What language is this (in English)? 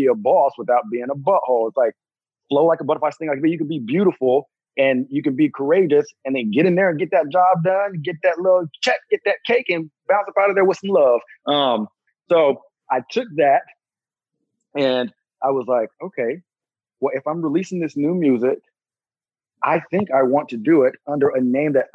English